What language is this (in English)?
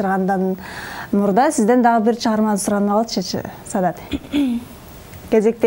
Kyrgyz